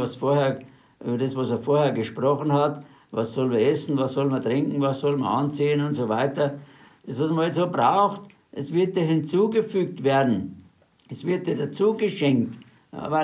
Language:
German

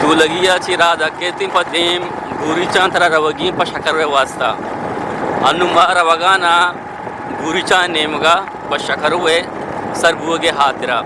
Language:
Eastern Balochi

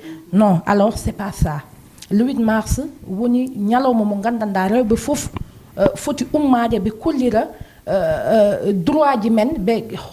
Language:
Fula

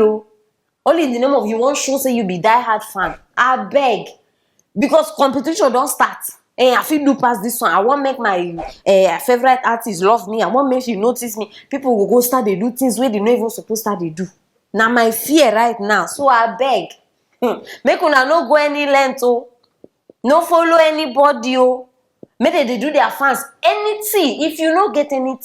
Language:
Nigerian Pidgin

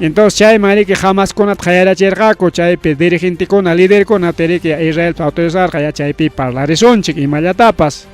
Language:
Ayacucho Quechua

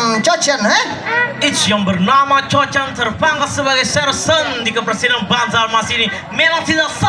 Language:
Banjar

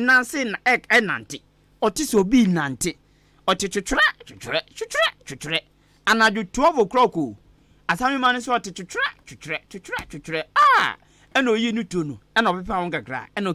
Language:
Akan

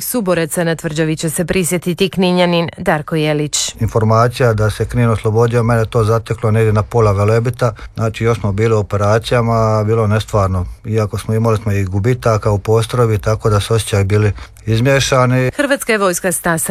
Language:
Croatian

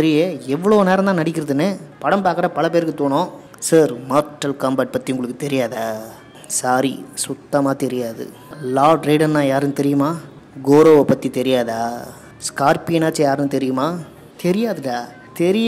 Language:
Tamil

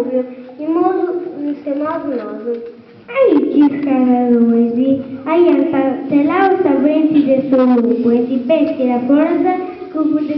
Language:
Sardinian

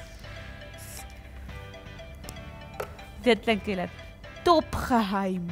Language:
Afrikaans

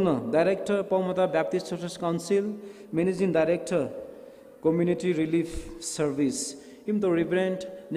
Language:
Poumei Naga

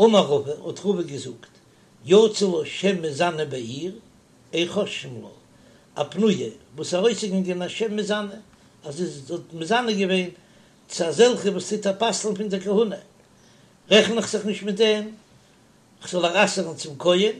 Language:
Yiddish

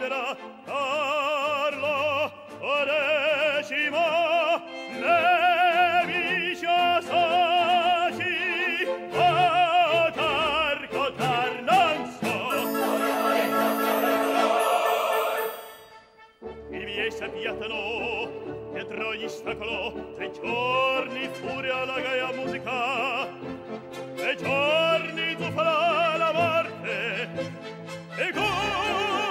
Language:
Italian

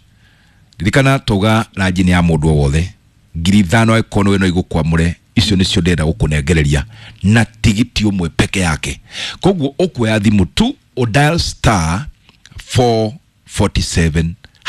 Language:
Kikuyu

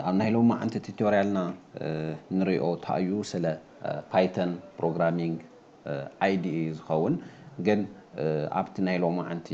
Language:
Tigrinya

